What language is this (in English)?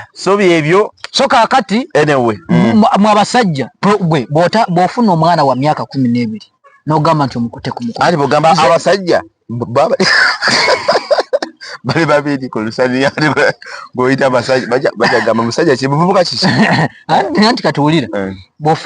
Ganda